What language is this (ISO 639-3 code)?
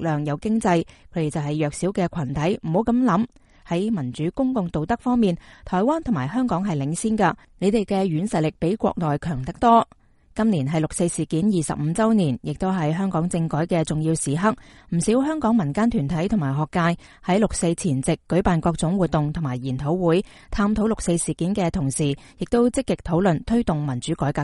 yue